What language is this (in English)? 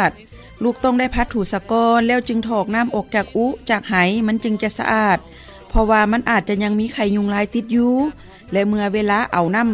Lao